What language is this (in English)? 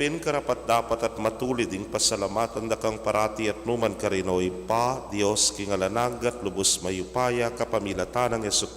Pampanga